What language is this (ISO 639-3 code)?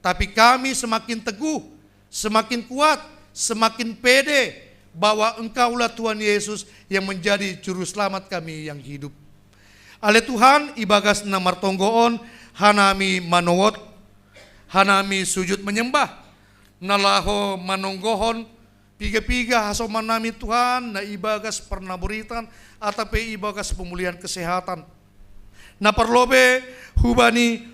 bts